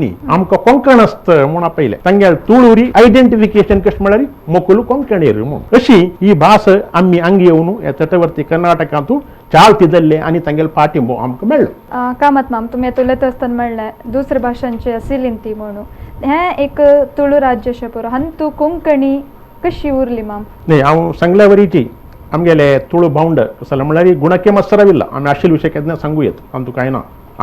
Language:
Konkani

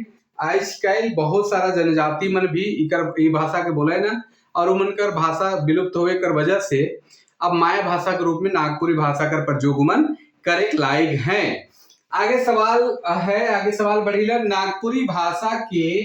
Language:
Sadri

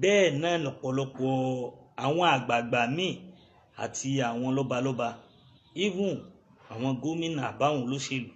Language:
Yoruba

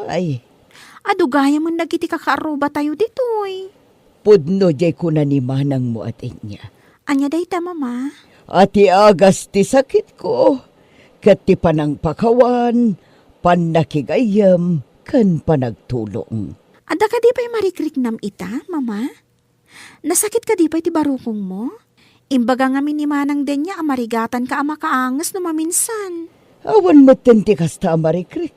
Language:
Iloko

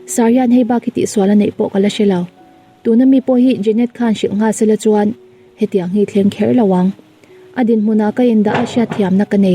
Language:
Mizo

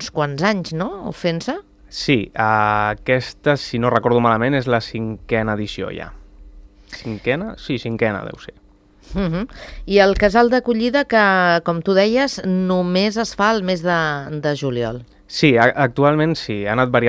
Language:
Catalan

